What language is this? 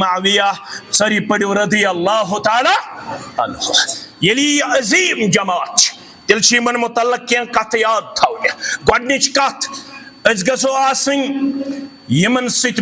Kashmiri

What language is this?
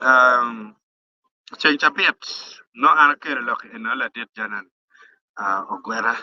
Acoli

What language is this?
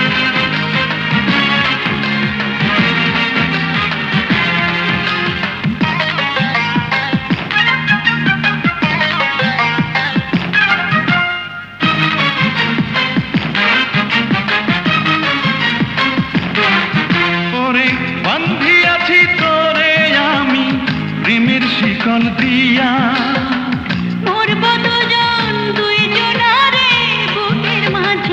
Bangla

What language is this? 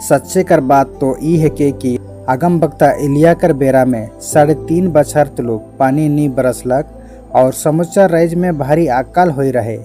Sadri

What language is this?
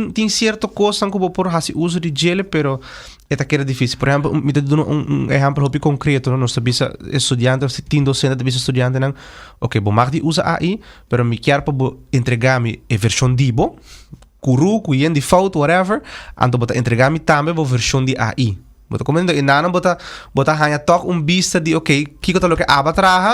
Papiamento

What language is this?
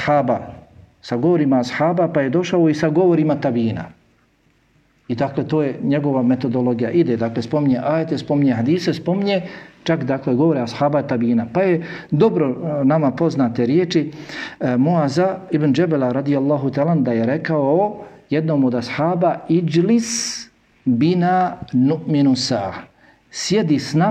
Bosnian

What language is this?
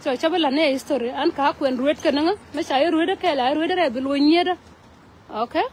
Nuer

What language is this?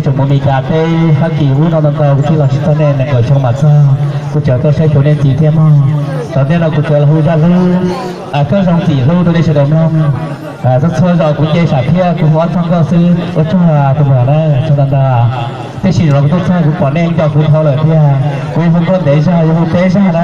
Hmong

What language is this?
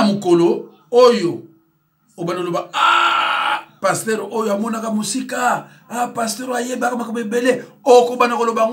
Lingala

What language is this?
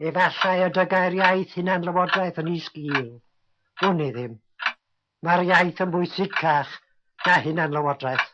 Welsh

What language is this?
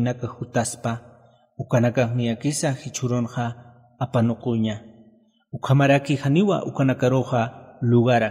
Aymara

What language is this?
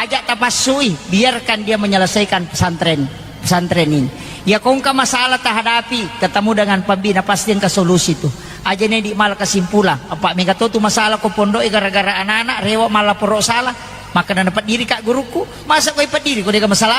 Buginese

